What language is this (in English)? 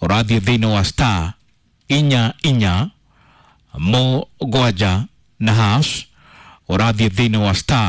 Kikuyu